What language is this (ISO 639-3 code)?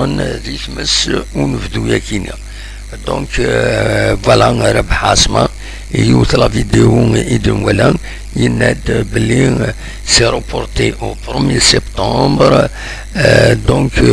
kab